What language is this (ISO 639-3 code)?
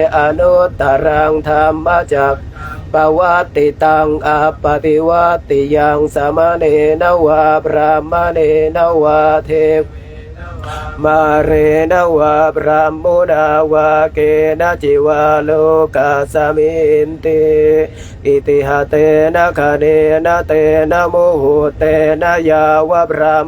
pli